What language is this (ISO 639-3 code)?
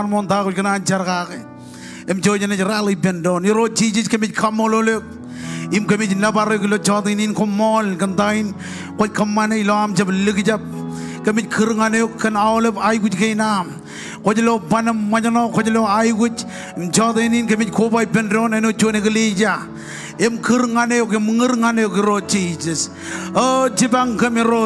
mah